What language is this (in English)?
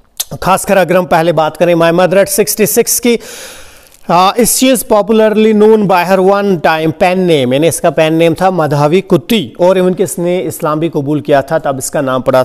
Hindi